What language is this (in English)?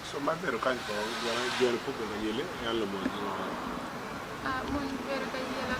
Acoli